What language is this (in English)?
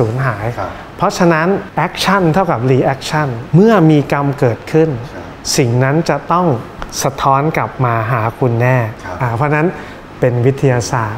Thai